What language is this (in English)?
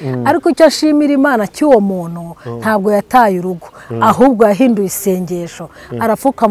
Kinyarwanda